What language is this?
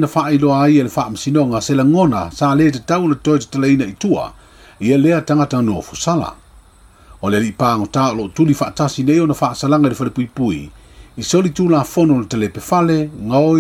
Samoan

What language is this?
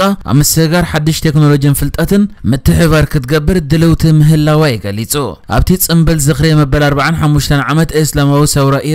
Tigrinya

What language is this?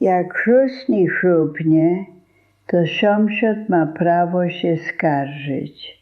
Silesian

